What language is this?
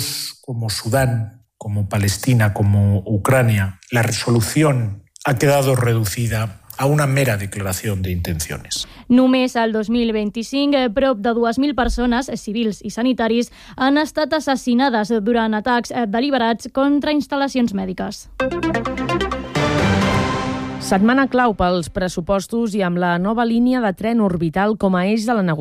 Catalan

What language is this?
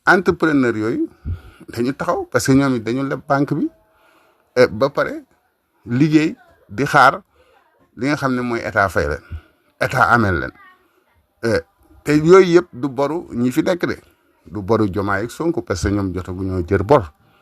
Wolof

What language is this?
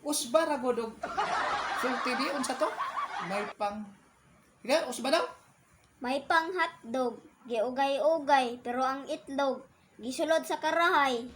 Cebuano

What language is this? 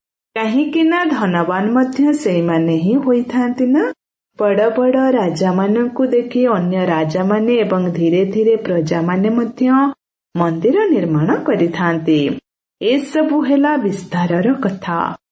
Odia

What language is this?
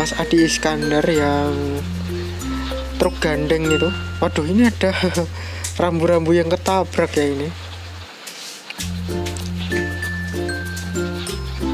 Indonesian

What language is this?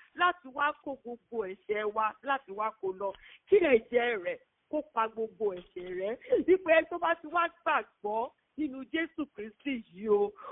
Yoruba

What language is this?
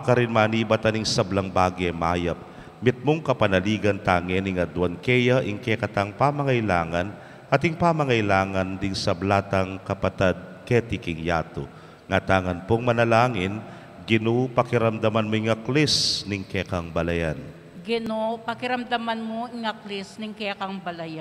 Pampanga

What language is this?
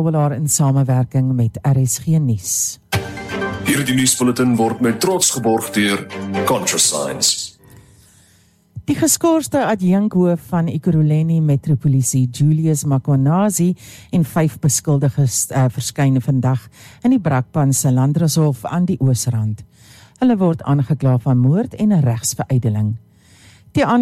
Afrikaans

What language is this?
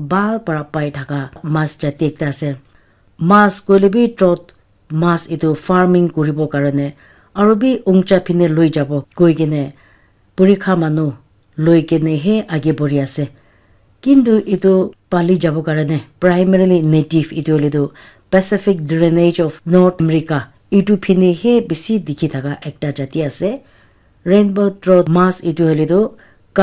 Naga Pidgin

